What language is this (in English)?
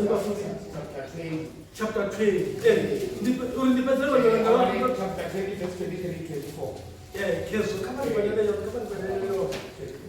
Venda